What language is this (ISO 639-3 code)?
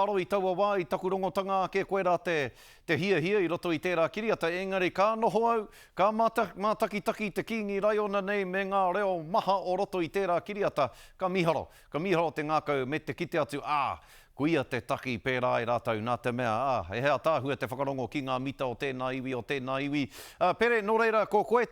mri